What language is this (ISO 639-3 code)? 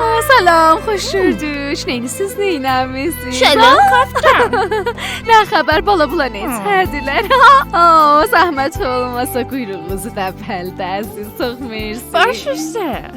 azb